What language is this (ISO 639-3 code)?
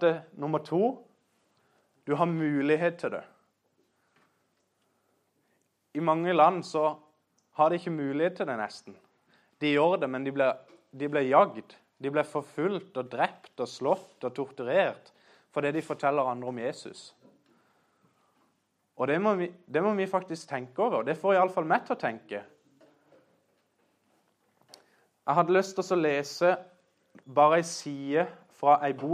nor